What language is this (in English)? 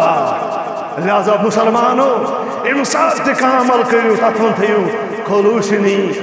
Kashmiri